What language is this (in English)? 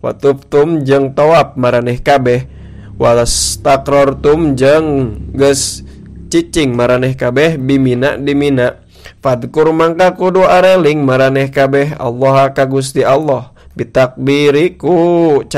Sundanese